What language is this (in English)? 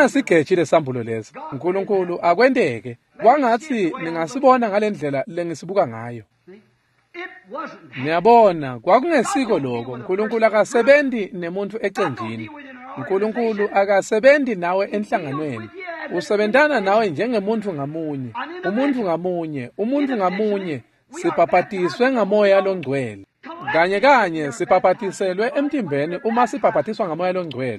Swati